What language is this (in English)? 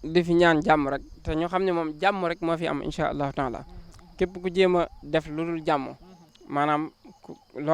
Wolof